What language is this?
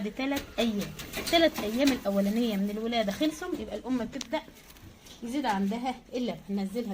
Egyptian Arabic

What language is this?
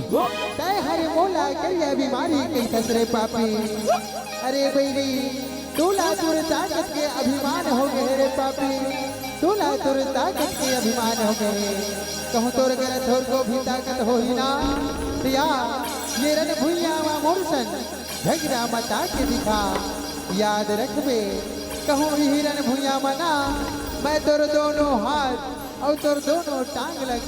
Chhattisgarhi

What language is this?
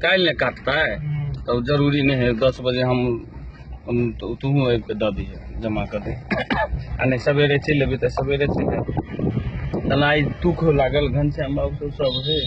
Maithili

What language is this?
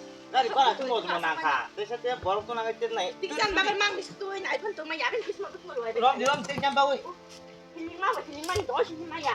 Kok Borok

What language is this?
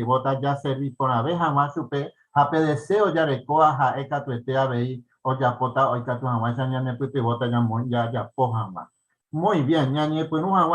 Guarani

